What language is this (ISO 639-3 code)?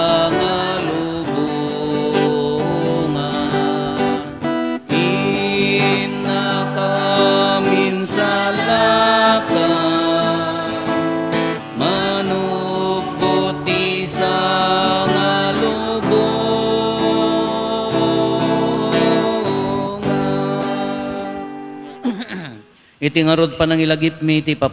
ilo